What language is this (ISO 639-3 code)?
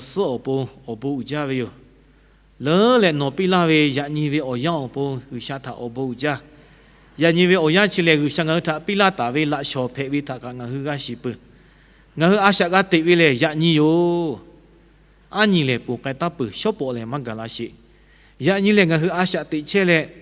lhu